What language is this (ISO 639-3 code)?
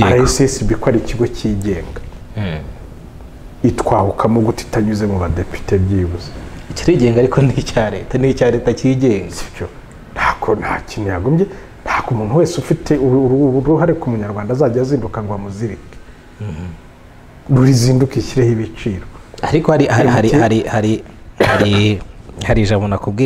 kin